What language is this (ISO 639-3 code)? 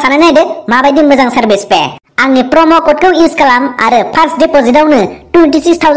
brx